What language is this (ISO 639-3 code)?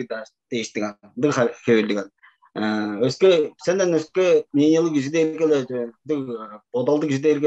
tyv